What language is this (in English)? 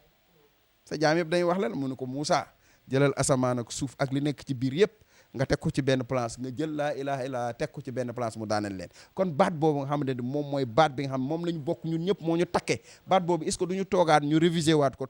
Wolof